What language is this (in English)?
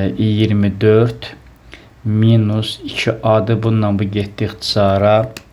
Azerbaijani